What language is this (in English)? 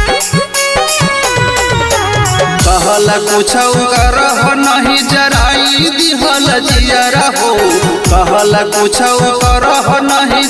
Bhojpuri